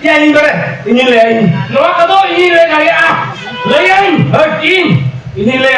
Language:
Santali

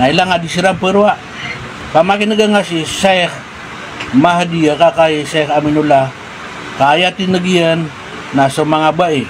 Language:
Maranao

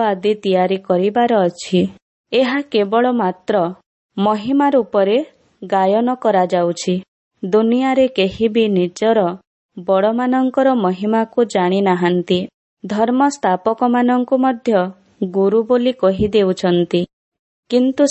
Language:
Odia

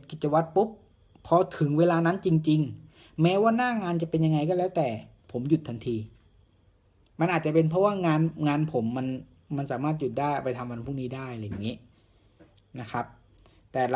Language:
Thai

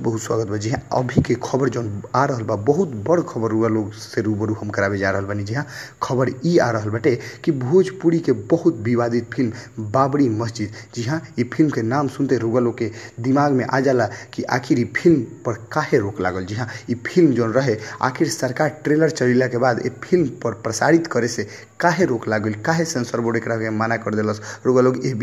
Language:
Bhojpuri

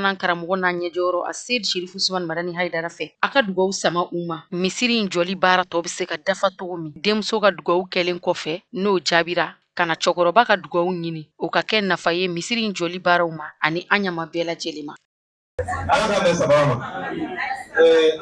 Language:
Bambara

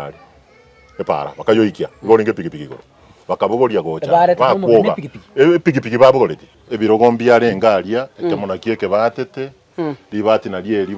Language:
Gusii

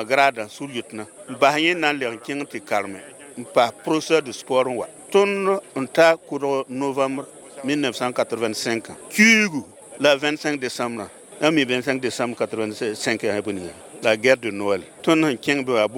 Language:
Mossi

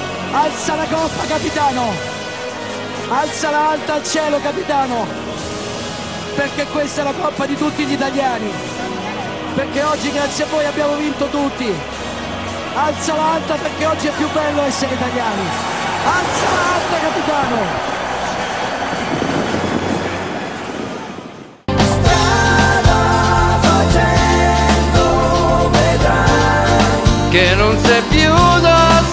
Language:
Italian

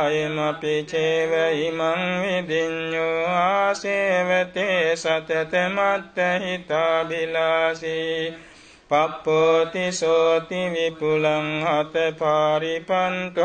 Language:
Pali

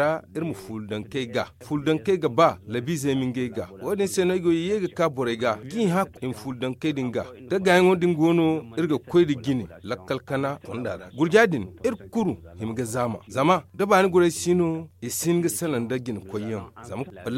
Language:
Zarma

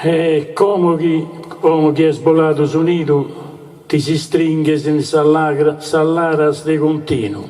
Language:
Sardinian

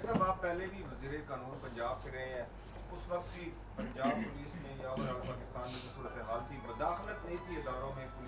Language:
Urdu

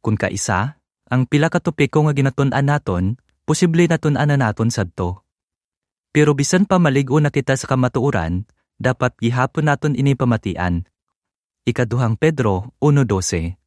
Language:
Hiligaynon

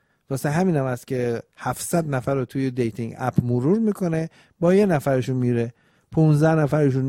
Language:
Persian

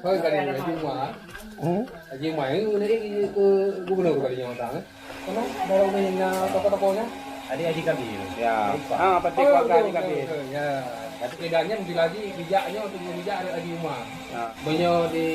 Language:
Achinese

